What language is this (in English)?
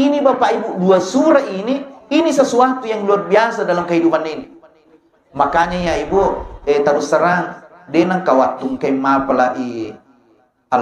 Buginese